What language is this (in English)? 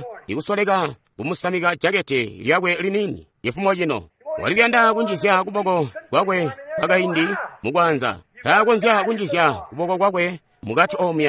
Tonga (Zambia)